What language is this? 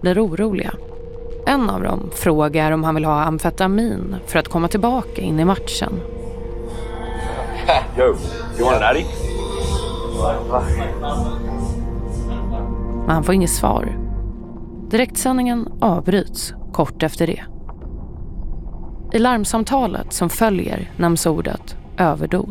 Swedish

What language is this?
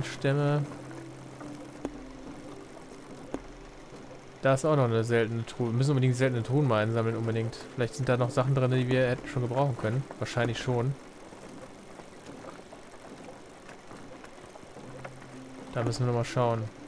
German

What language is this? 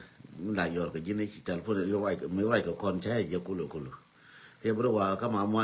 Nuer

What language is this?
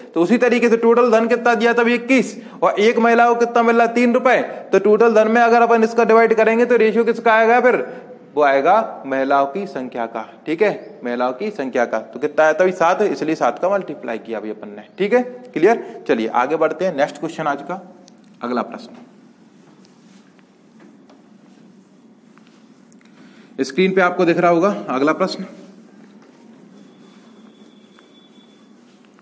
Hindi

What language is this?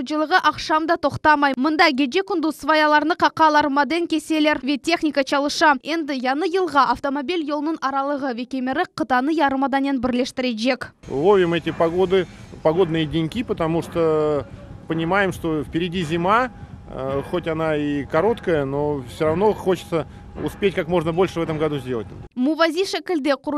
Crimean Tatar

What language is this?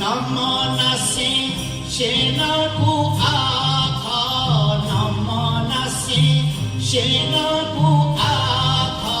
Newari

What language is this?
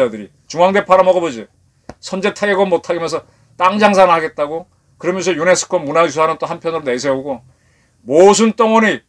Korean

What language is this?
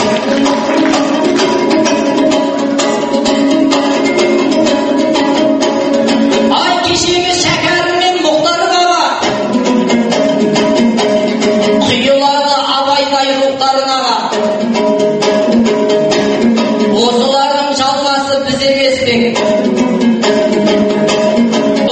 Kazakh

